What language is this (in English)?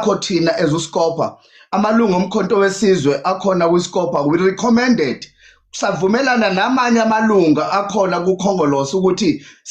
Zulu